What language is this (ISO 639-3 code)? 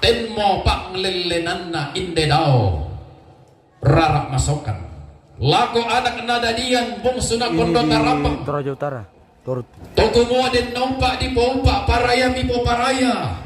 sda